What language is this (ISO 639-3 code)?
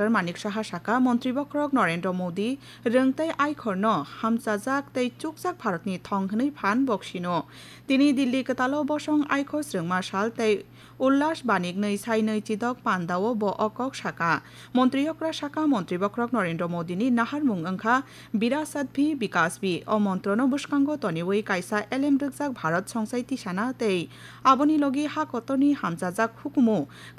trp